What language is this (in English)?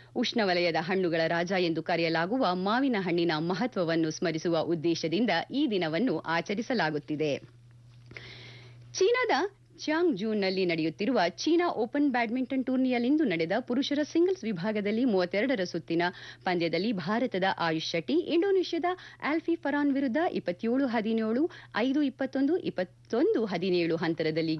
Kannada